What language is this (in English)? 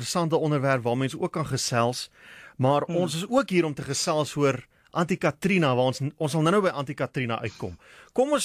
Afrikaans